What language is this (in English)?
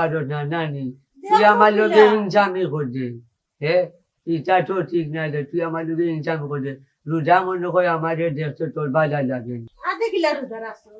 Sylheti